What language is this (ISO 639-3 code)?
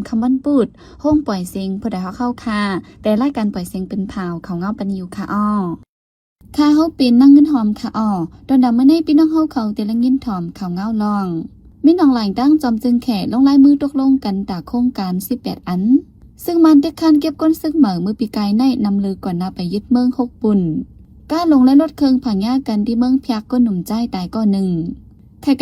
shn